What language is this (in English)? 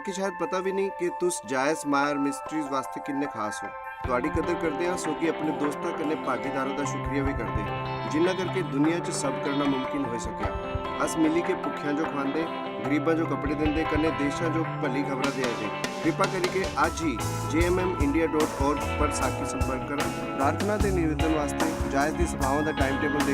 Dogri